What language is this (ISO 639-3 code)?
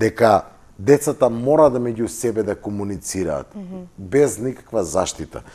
mkd